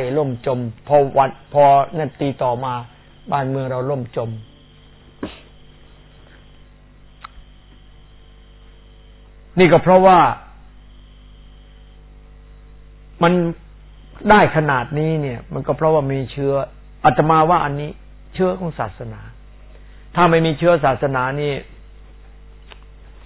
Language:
Thai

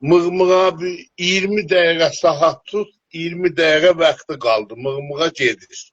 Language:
South Azerbaijani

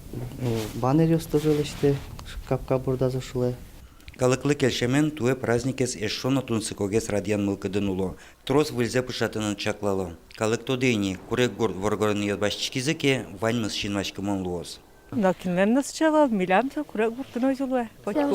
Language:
Udmurt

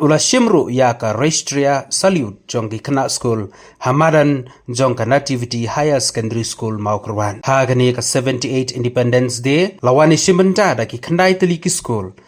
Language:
Khasi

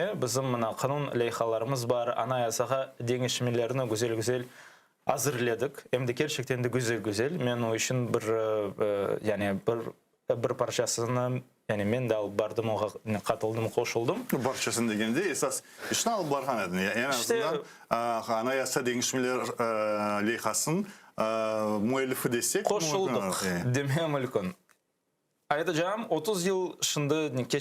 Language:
Crimean Tatar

